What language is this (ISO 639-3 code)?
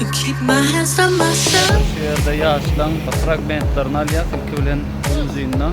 tuk